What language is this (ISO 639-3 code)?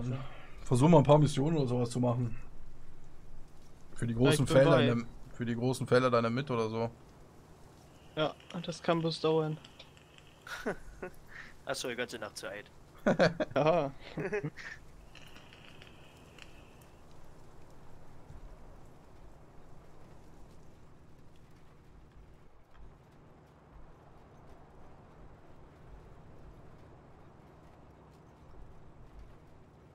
deu